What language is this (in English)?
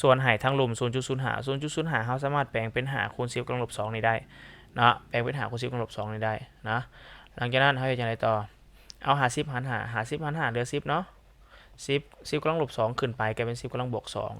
Lao